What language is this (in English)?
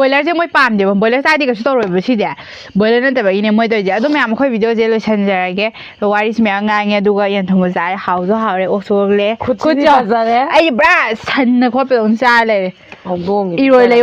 Manipuri